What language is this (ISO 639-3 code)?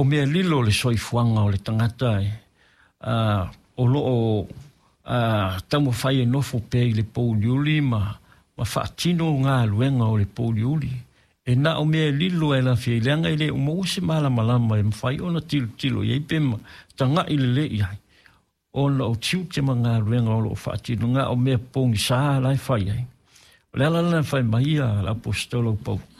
smo